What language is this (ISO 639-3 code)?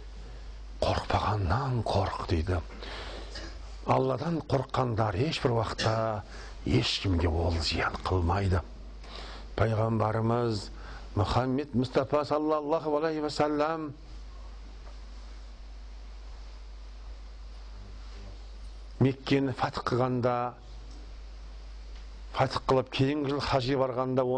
kaz